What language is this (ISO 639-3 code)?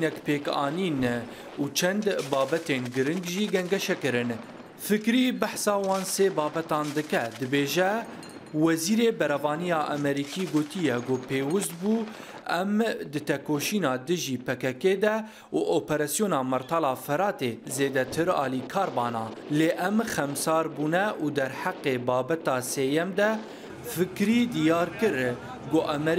kur